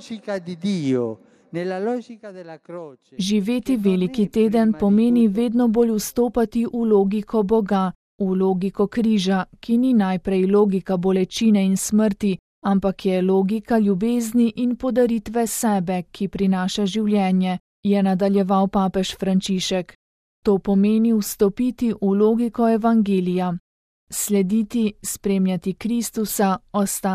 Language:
Slovenian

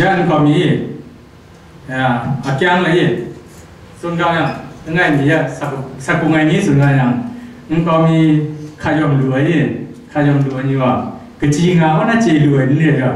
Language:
Kachin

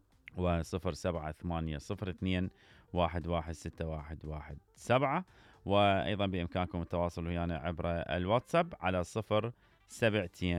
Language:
Mesopotamian Arabic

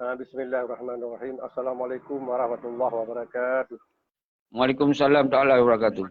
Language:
Achinese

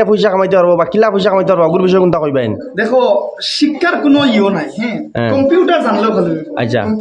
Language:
Sylheti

